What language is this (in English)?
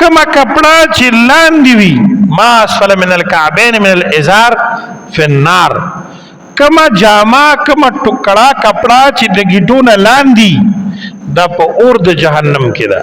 Pashto